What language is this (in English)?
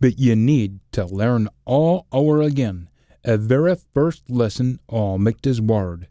Scots